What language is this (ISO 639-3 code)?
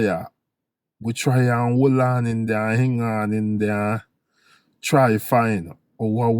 jam